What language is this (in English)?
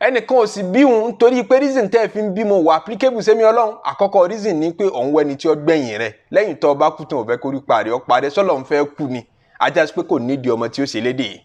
Yoruba